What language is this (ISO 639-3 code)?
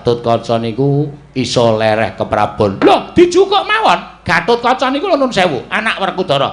jav